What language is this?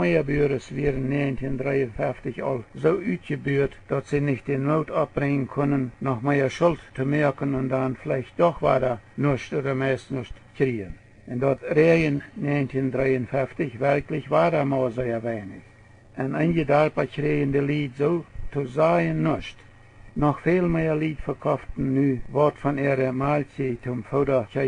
Plautdietsch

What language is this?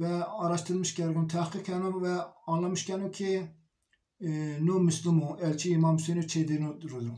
Zaza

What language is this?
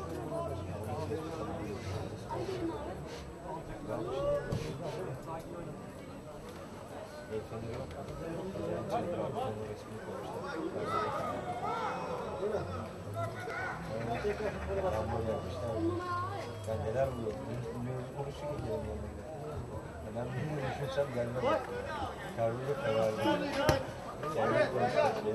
Turkish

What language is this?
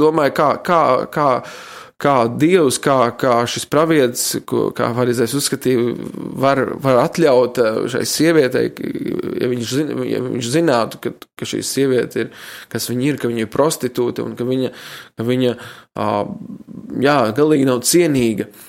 Latvian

